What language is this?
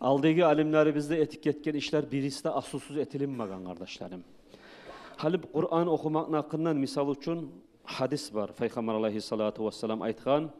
Kumyk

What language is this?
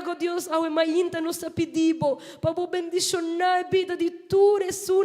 Papiamento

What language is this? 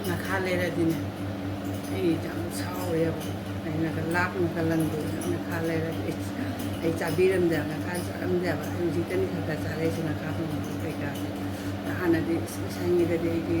Manipuri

